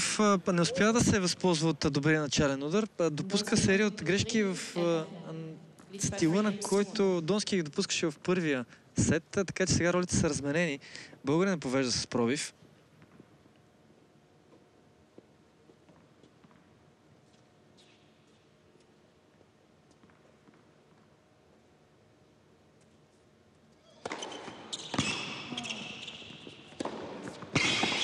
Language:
Bulgarian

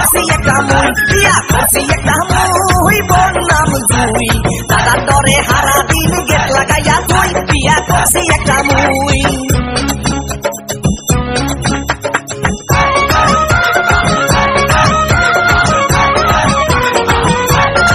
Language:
Bangla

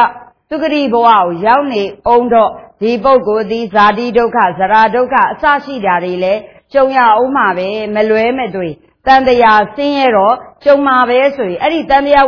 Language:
Burmese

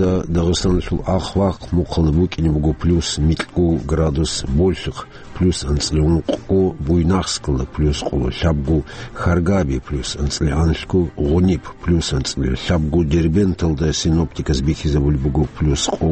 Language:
Avaric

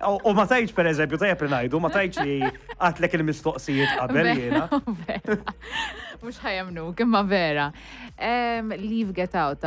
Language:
Maltese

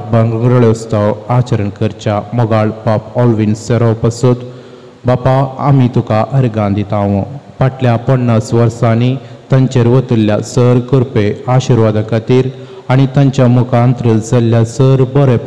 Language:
Konkani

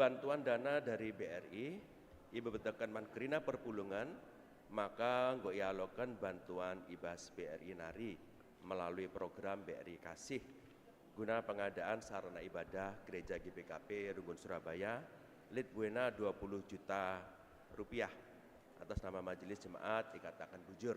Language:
Batak Karo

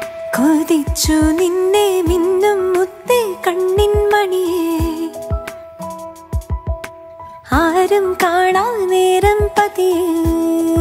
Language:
Malayalam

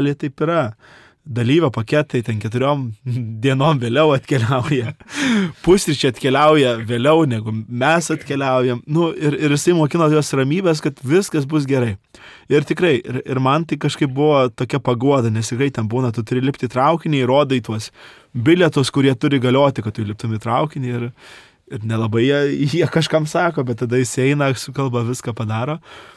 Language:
Lithuanian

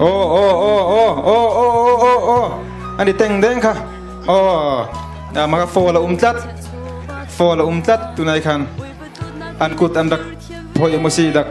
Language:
Hakha Chin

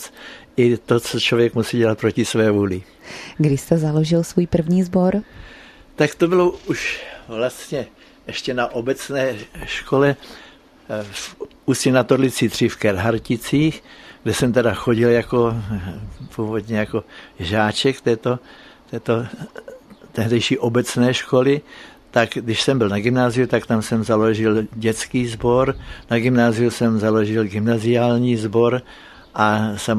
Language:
Czech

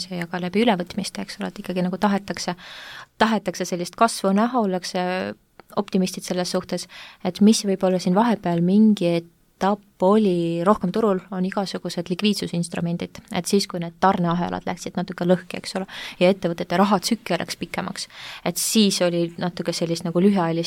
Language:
Estonian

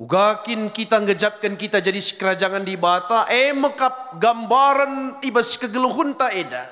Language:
Batak Karo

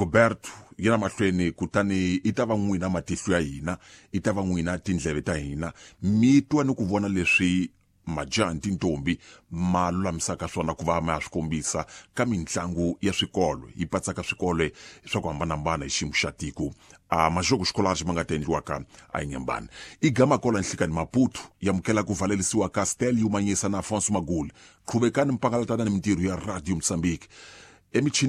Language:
Tsonga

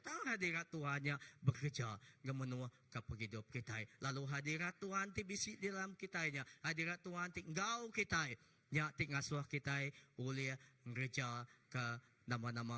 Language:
Iban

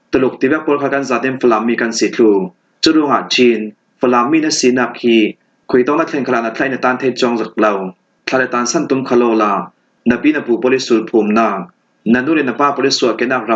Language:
Falam Chin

